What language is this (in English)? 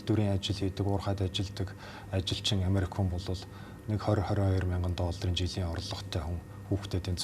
Mongolian